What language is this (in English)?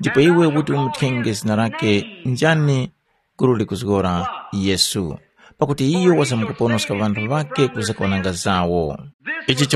Tumbuka